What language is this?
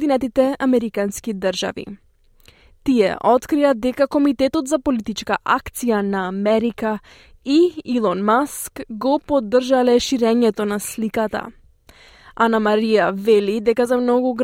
Macedonian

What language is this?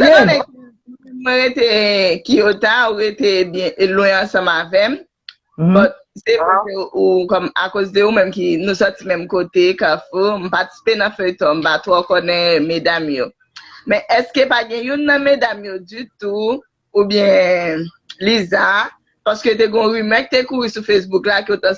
Haitian Creole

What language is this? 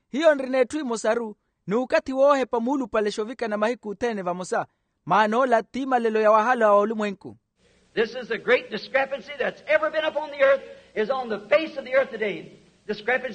Makhuwa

